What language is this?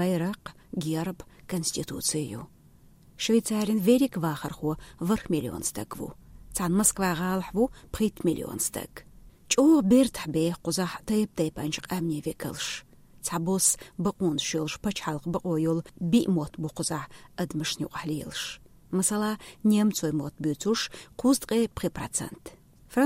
Chechen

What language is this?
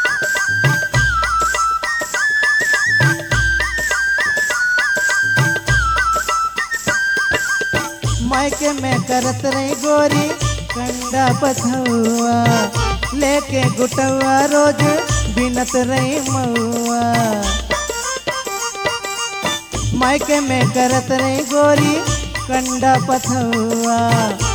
Bhojpuri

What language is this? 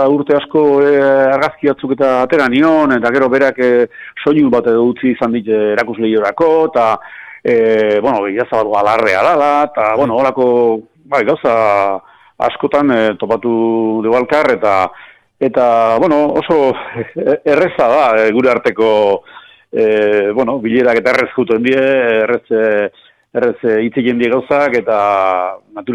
Basque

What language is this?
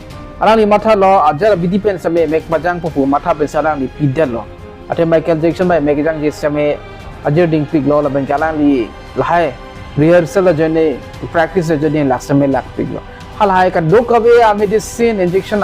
Karbi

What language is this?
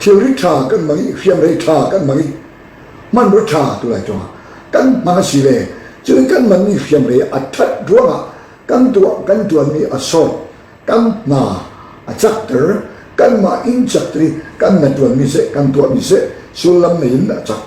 Falam Chin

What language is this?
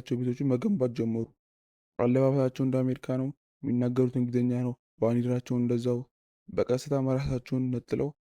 Amharic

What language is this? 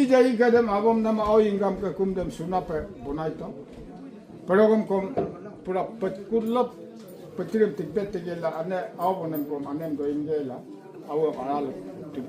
Adi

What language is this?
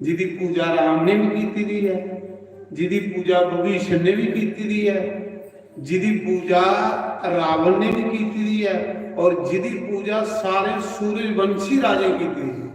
Dogri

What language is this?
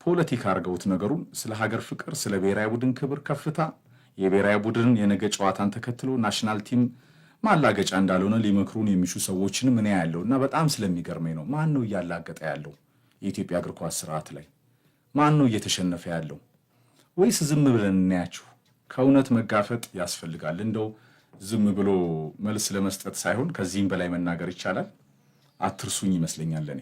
Amharic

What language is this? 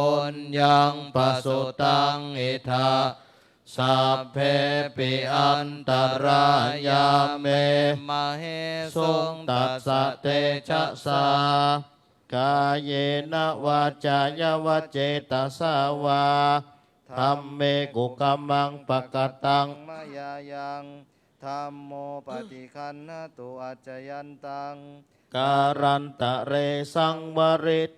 Pali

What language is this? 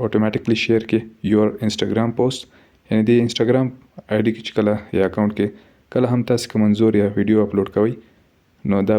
Pashto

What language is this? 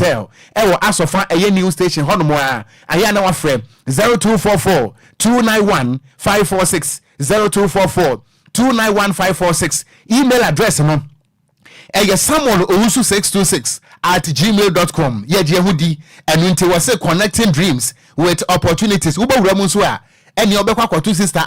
Akan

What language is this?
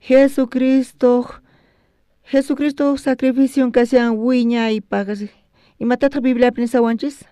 South Bolivian Quechua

